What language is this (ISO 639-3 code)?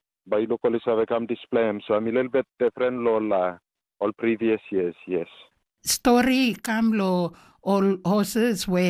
tpi